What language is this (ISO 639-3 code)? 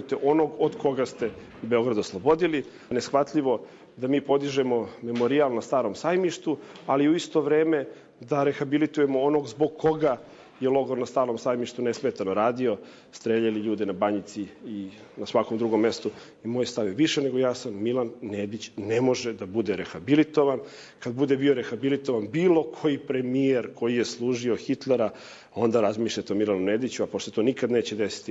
srp